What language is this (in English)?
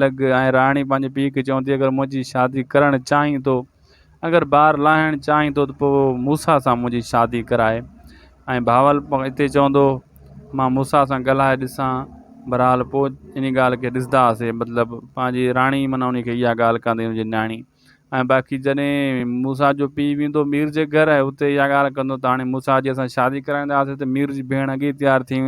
Sindhi